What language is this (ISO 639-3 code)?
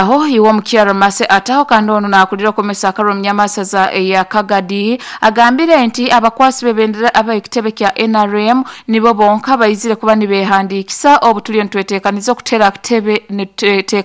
nyo